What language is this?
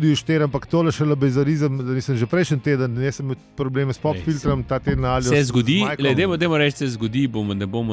Slovenian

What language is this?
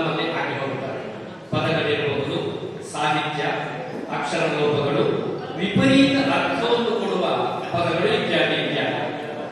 Kannada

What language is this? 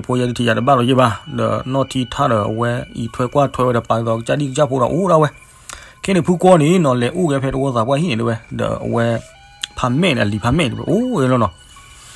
S'gaw Karen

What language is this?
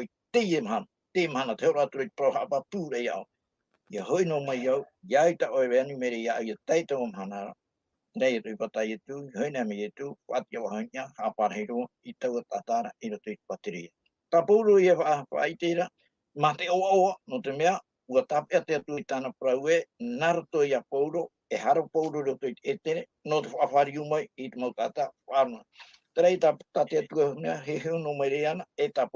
Tahitian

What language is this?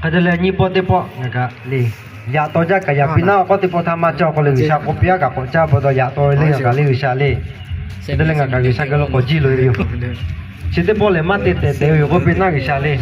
Lahu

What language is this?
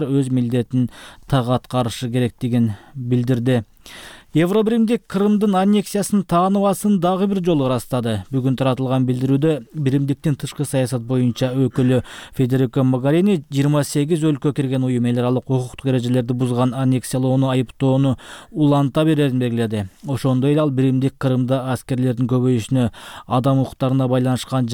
Kyrgyz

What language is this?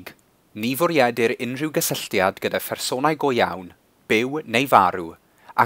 Welsh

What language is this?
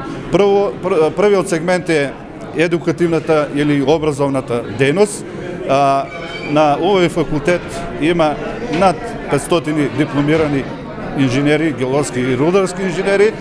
Macedonian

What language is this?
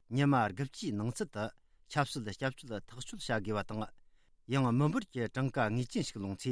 Tibetan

